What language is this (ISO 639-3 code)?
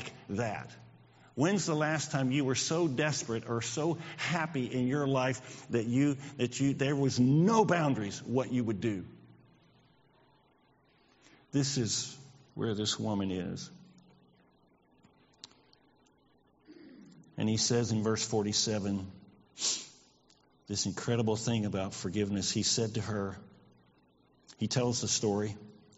eng